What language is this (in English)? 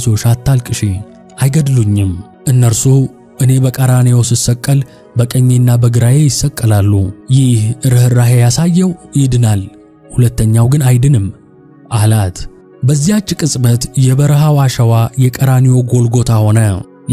Amharic